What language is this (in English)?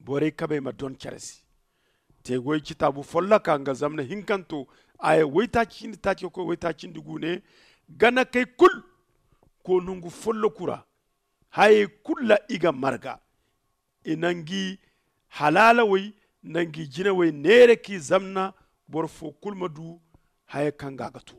Zarma